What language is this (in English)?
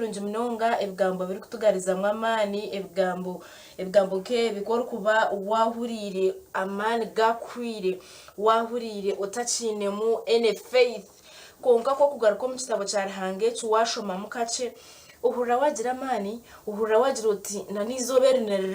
Nyankole